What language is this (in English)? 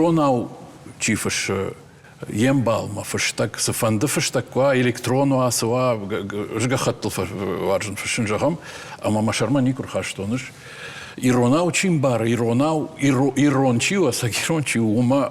Ossetic